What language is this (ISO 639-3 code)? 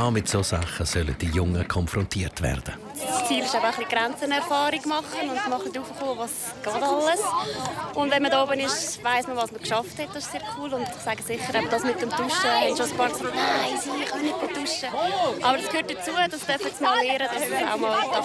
gsw